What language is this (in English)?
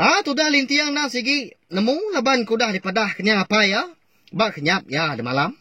Iban